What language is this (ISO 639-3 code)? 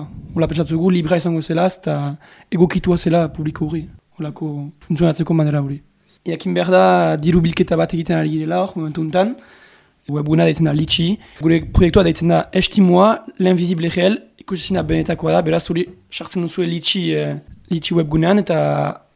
eus